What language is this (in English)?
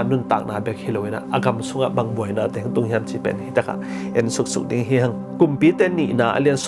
Tedim Chin